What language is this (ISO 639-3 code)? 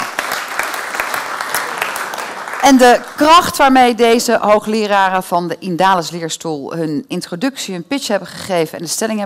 nld